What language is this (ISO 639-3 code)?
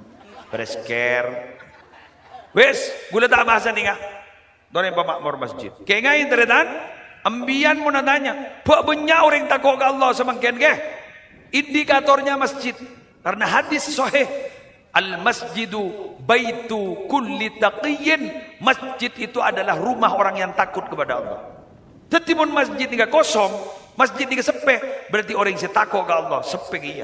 mad